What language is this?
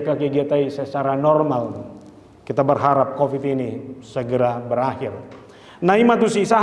Batak Toba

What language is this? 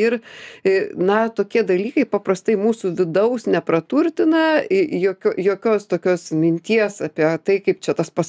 Lithuanian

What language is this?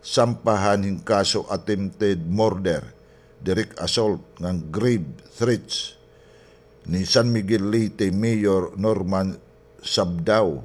Waray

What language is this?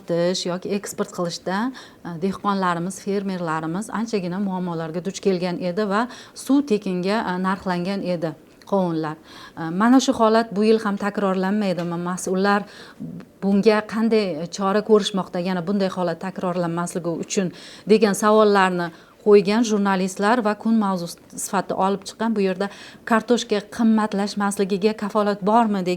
Uzbek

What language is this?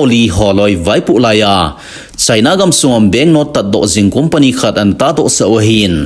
Thado Chin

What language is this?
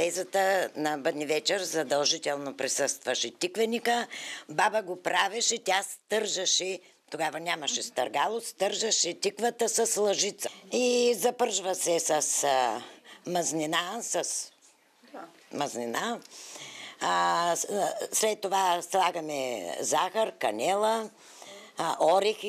Bulgarian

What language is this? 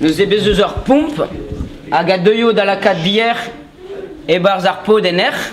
Breton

